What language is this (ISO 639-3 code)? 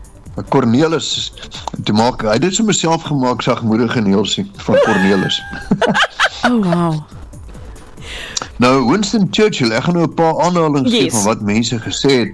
afr